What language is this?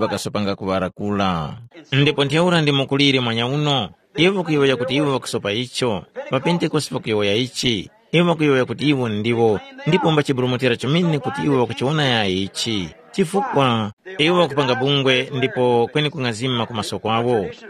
Tumbuka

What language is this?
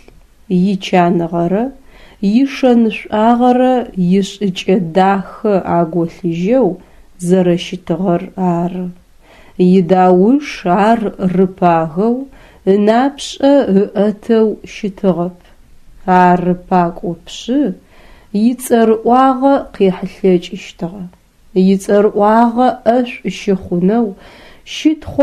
Adyghe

